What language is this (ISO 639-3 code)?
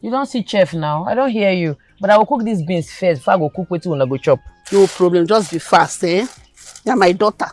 pcm